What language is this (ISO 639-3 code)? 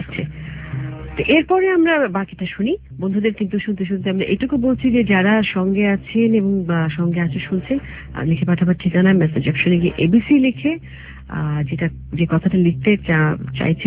ben